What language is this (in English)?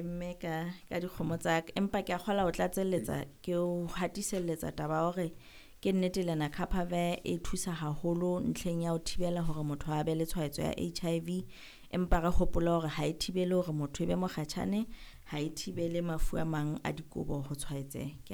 Southern Sotho